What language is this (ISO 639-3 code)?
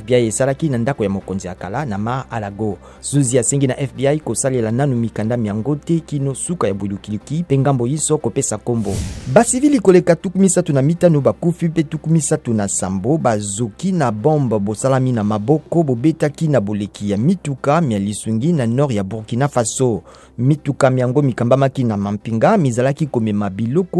lin